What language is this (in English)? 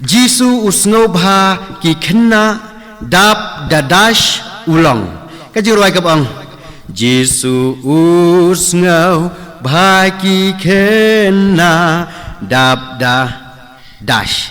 Khasi